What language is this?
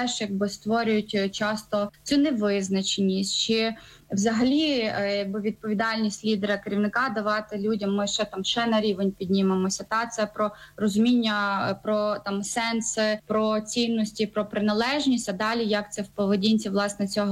Ukrainian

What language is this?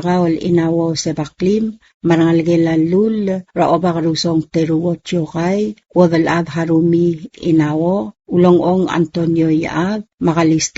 Palauan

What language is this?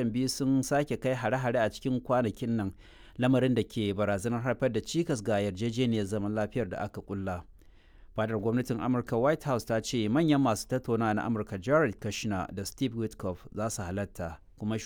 Hausa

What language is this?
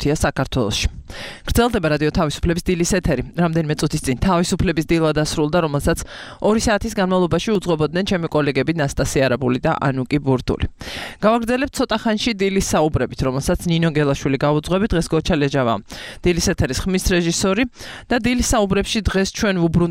Georgian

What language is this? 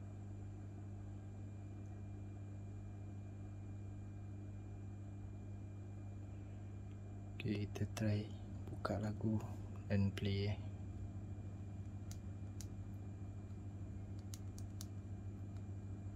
Malay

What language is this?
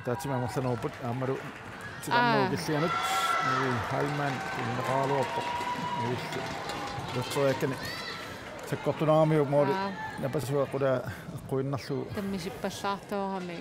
Kalaallisut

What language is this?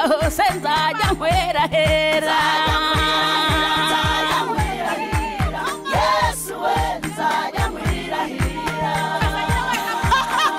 Kinyarwanda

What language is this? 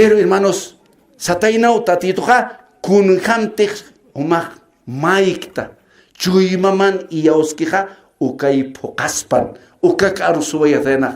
Aymara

